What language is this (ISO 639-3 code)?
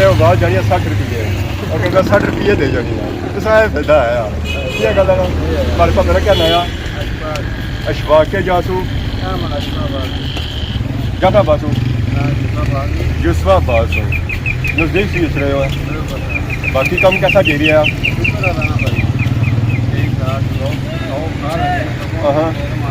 phr